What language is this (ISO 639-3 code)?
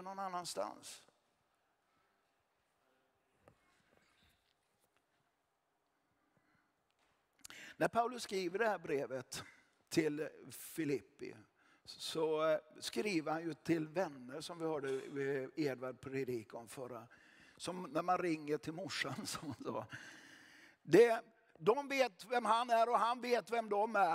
swe